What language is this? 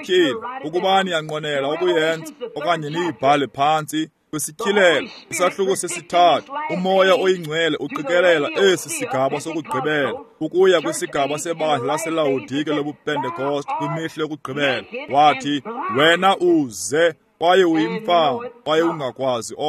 Xhosa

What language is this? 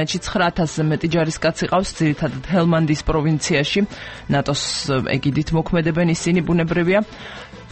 Georgian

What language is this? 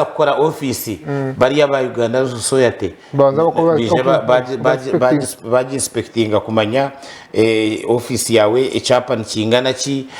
Nyankole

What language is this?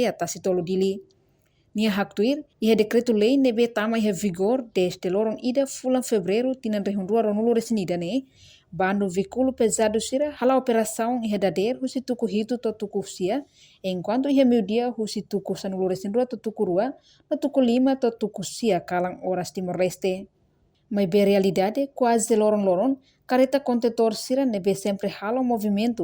Tetum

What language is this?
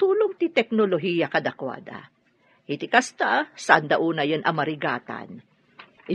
Iloko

